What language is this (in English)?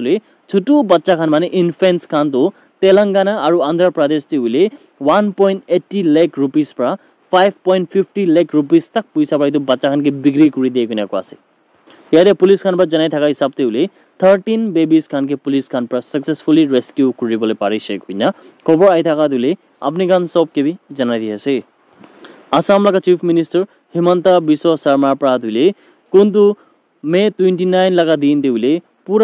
Naga Pidgin